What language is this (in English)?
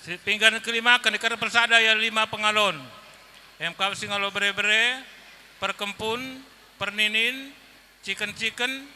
Batak Karo